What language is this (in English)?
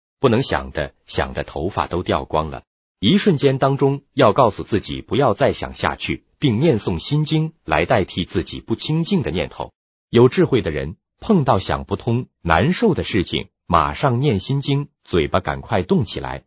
Chinese